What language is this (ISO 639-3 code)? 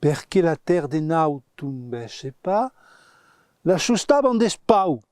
oci